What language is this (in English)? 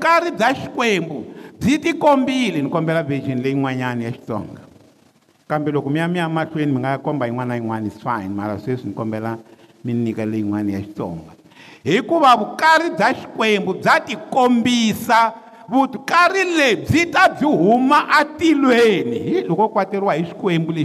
Tsonga